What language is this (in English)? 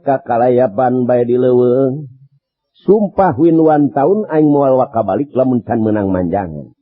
Sundanese